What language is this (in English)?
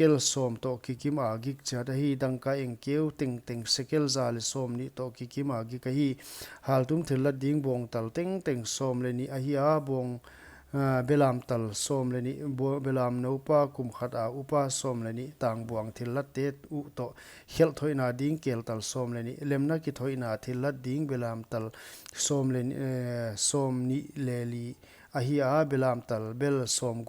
Paite Chin